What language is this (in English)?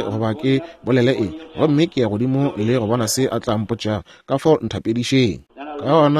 Northern Sotho